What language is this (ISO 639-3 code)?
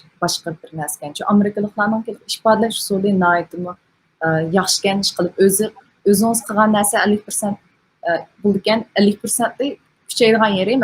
uig